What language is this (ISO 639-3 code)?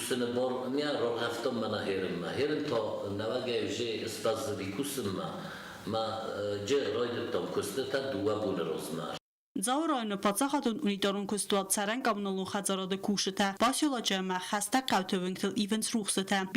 oss